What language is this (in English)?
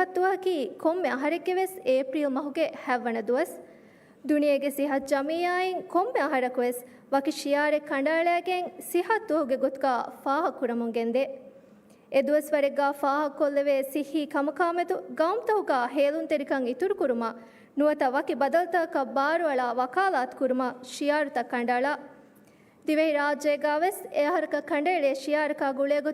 Divehi